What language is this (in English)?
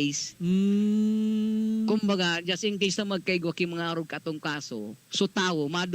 Bikol